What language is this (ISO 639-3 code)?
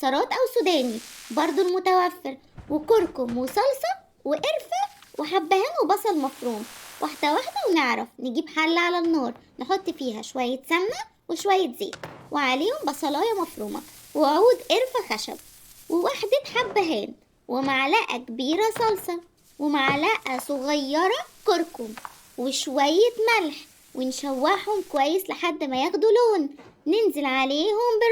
arz